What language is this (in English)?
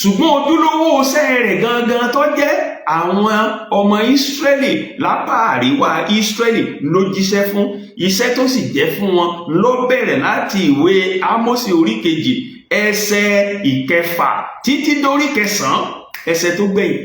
Yoruba